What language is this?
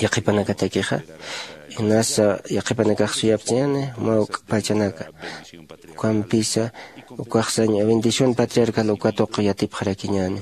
Aymara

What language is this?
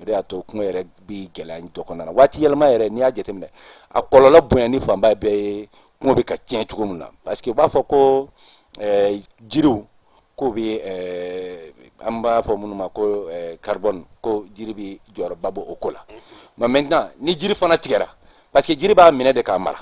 Bambara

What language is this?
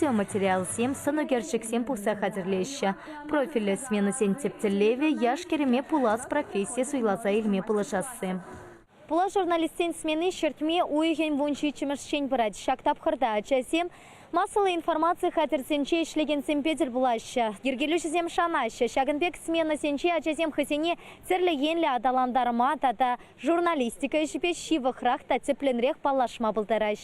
Chuvash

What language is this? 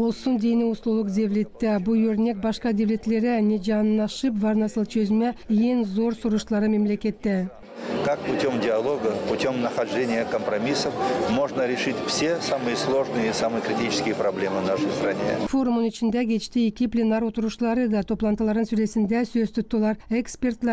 Gagauz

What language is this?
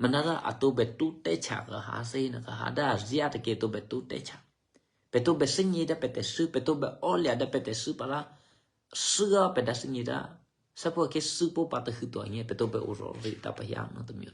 Eastern Kayah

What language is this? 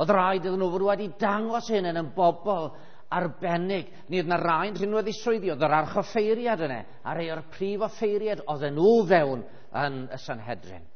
Welsh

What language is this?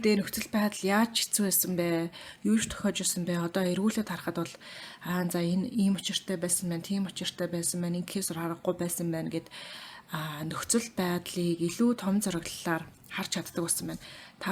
Mongolian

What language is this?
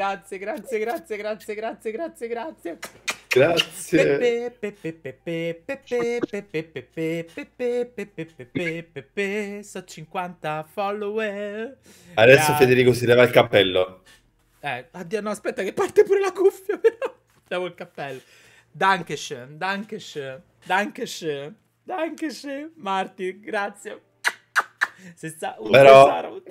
Italian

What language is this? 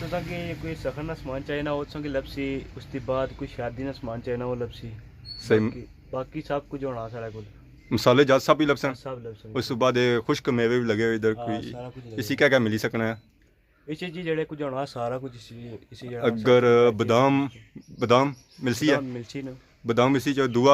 Pahari-Potwari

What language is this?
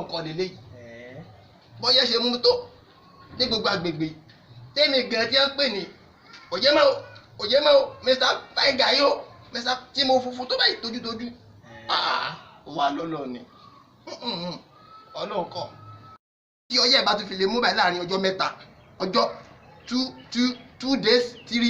Yoruba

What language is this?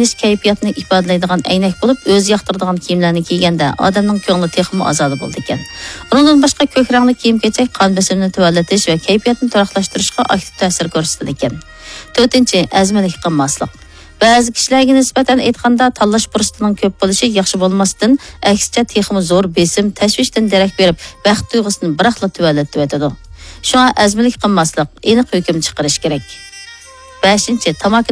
Uyghur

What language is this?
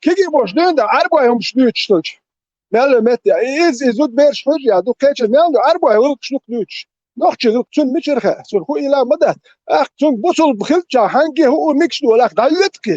Chechen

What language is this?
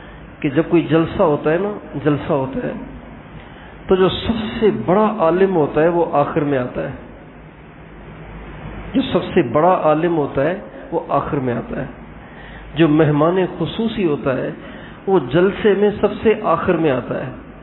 Urdu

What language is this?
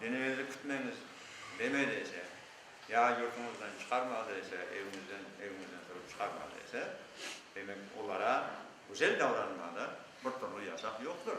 Crimean Tatar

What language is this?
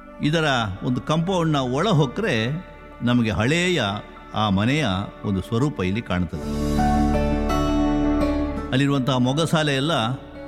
Kannada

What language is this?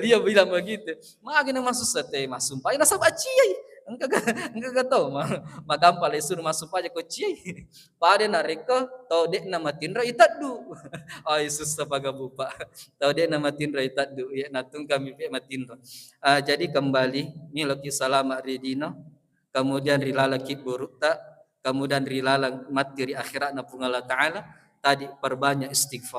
Buginese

